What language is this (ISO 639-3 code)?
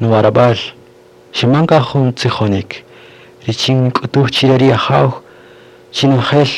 cak